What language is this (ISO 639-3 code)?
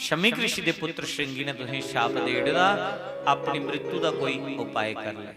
doi